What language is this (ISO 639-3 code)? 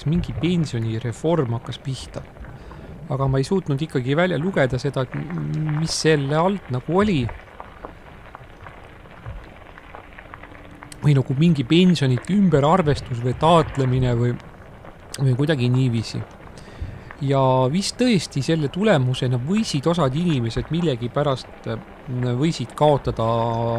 est